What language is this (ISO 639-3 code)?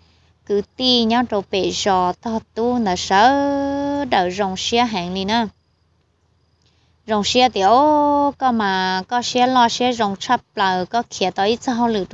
vie